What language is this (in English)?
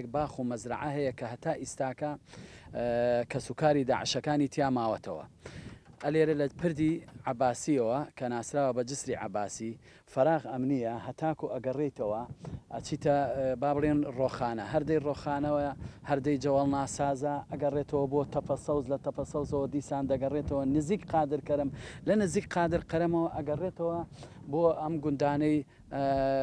Central Kurdish